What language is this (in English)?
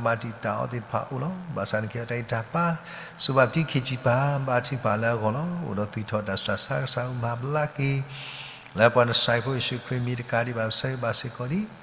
S'gaw Karen